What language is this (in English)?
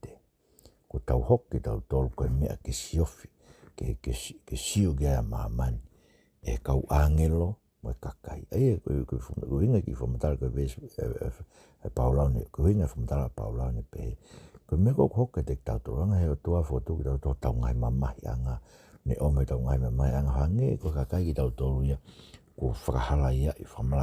Tongan